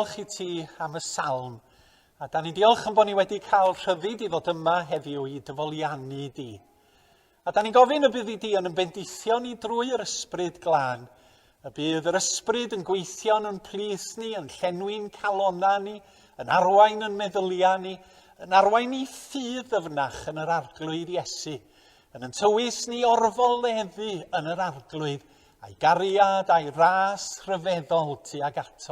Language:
Welsh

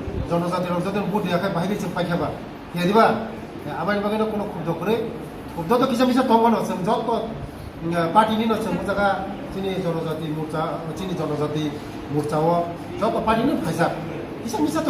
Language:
Riang (India)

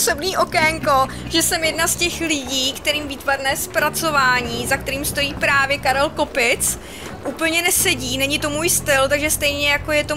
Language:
Czech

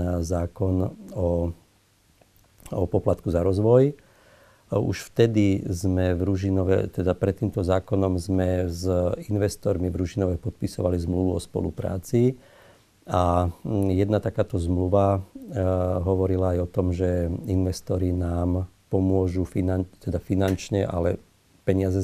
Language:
Slovak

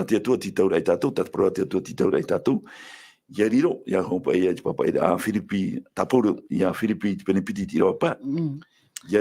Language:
Tahitian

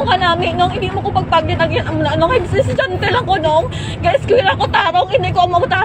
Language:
Hiligaynon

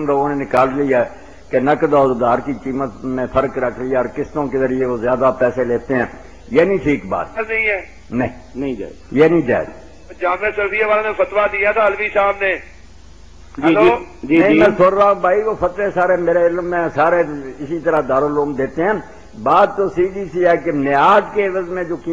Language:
Urdu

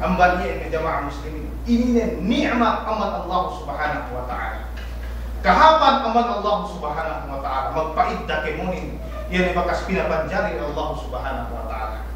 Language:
Yakan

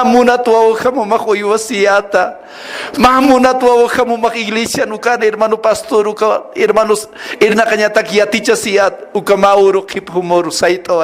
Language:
Aymara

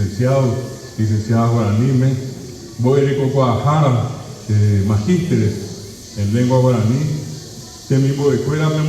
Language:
Guarani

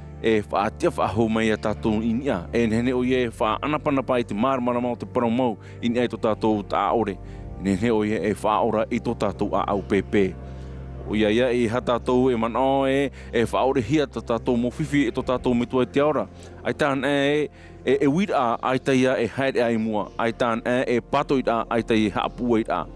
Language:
Tahitian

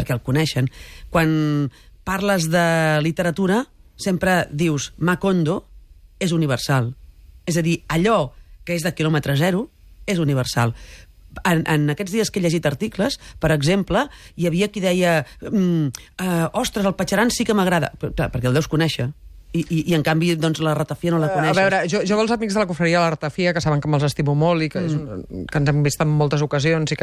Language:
Catalan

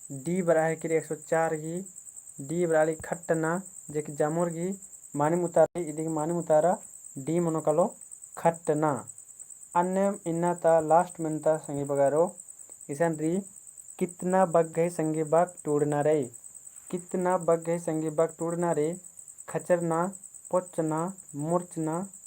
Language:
Kurukh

